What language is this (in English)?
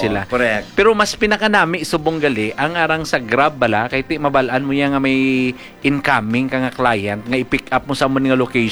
Hiligaynon